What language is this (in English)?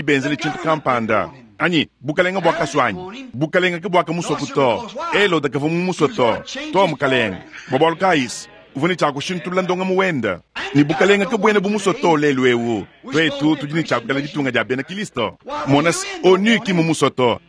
Luba-Lulua